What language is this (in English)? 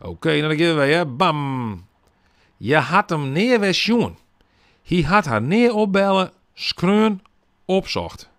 Western Frisian